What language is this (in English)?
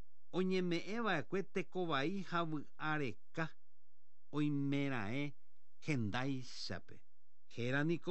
Guarani